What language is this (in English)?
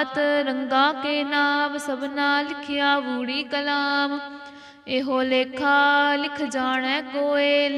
Punjabi